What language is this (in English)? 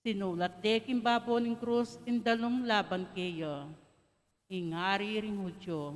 Pampanga